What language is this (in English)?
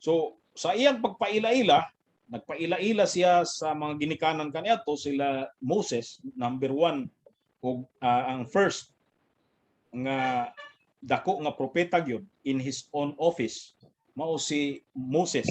Cebuano